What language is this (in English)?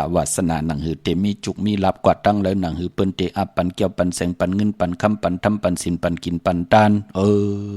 Shan